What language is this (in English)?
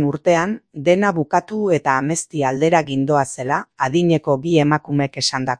Basque